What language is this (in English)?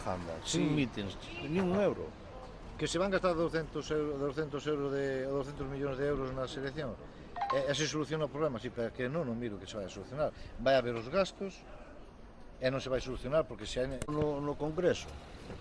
Galician